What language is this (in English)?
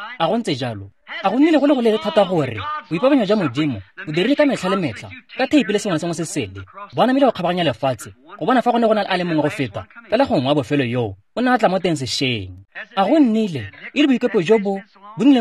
Tswana